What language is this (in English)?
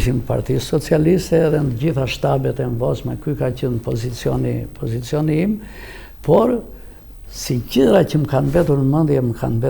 Albanian